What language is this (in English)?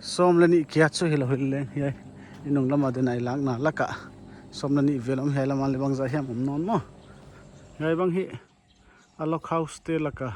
Paite Chin